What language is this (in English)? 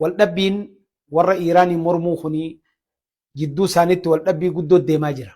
Oromo